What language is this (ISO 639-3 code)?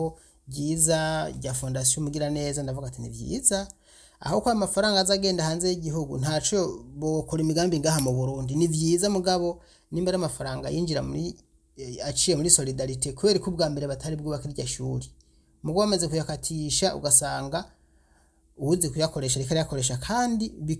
run